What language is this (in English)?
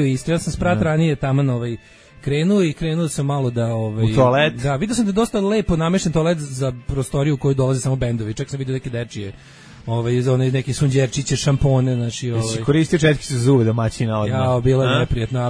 Serbian